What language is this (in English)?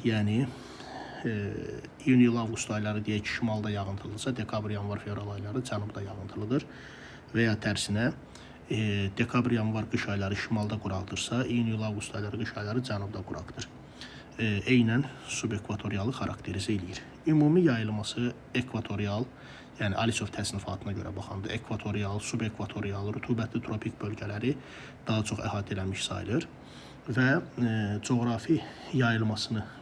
Azerbaijani